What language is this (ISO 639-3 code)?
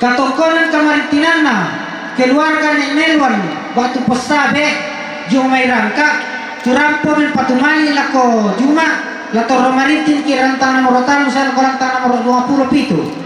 sda